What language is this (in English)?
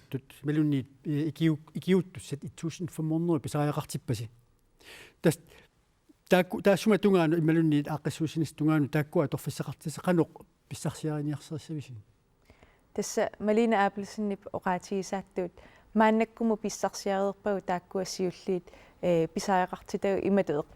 Kalaallisut